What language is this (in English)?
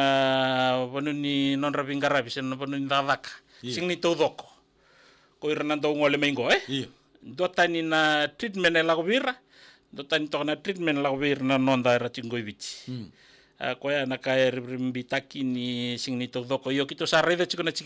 Fijian